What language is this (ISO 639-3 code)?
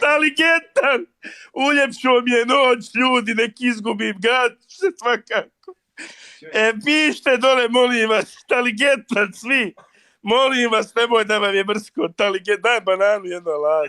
bos